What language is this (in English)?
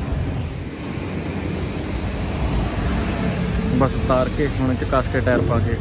Punjabi